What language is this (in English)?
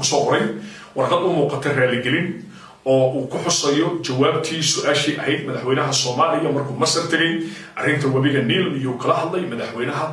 Somali